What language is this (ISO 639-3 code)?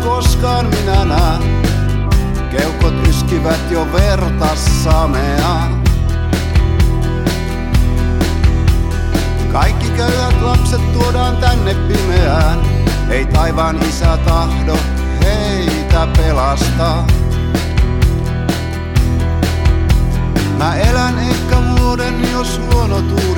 fin